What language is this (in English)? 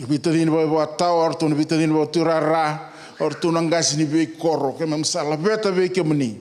Fijian